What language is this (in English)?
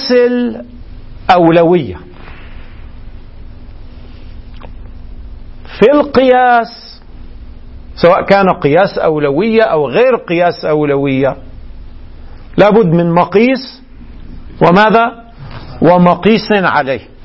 Arabic